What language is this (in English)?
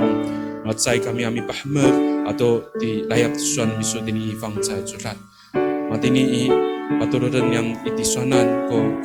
Amis